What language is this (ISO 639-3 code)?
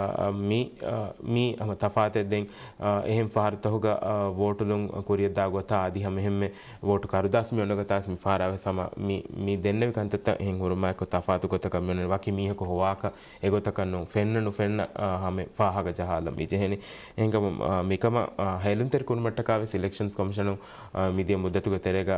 div